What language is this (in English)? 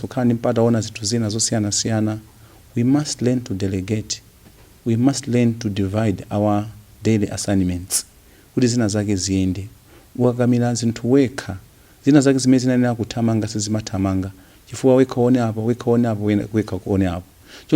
Nyanja